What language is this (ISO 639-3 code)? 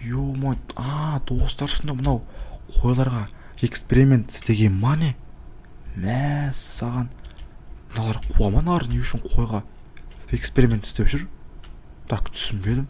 kaz